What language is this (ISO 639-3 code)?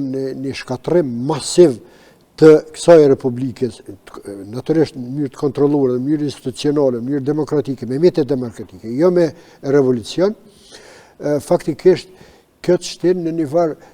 sqi